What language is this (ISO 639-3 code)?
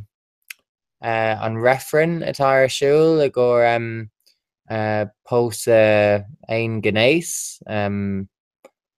gle